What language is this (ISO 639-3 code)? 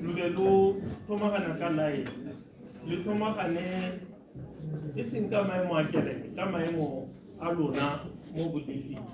tsn